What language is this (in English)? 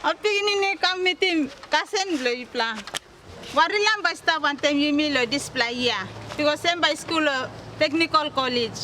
Tok Pisin